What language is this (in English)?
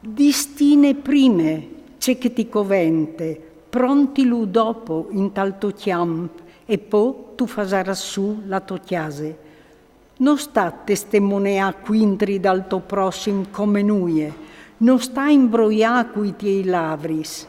Friulian